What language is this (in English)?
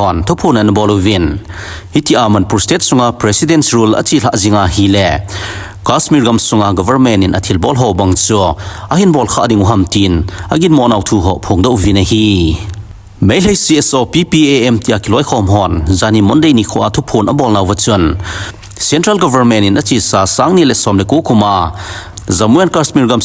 Thado Chin